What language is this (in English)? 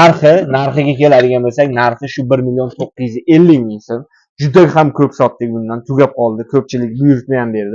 Uzbek